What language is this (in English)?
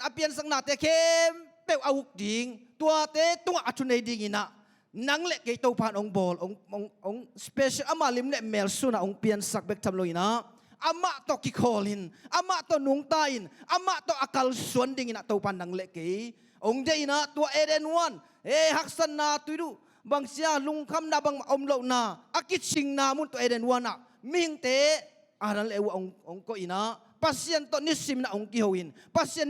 Tedim Chin